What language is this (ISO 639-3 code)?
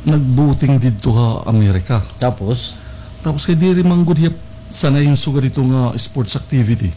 war